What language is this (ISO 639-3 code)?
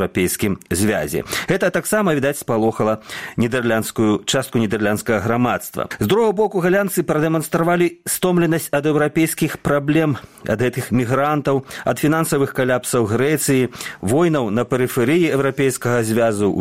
bel